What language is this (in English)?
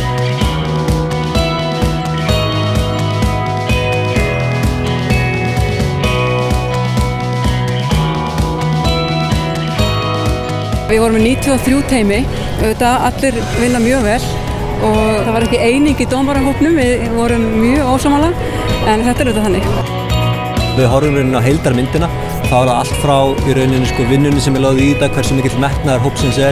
Icelandic